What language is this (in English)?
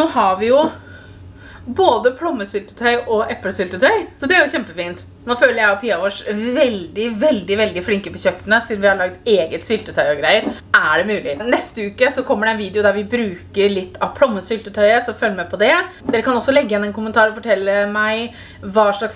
Norwegian